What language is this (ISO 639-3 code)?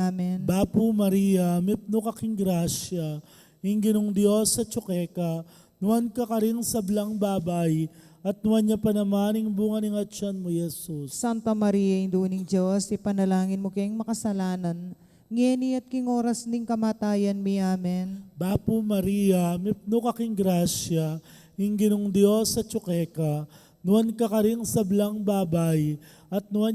pam